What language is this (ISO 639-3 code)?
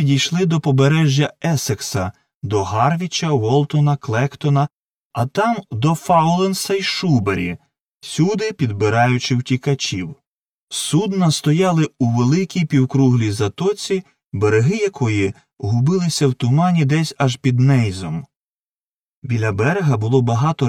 ukr